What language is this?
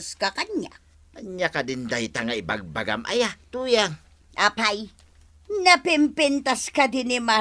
Iloko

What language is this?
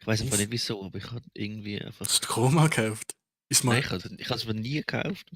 Swiss German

